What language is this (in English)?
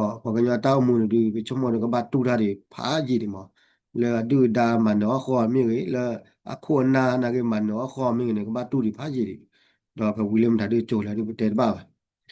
S'gaw Karen